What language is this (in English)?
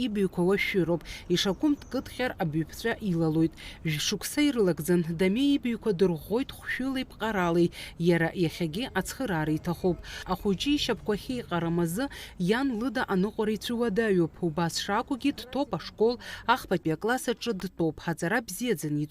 Abkhazian